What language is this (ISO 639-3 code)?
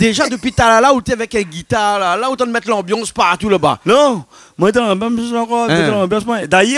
rcf